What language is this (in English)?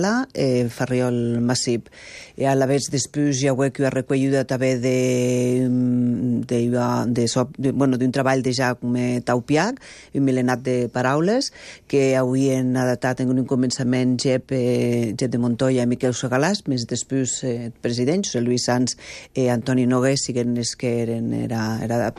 Catalan